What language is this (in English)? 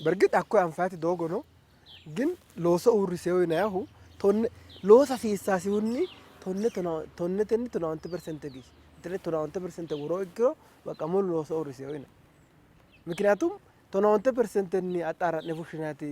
Sidamo